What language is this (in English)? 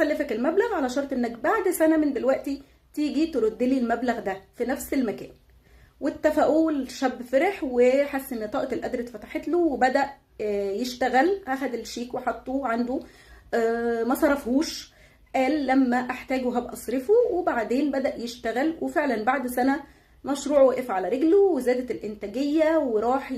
Egyptian Arabic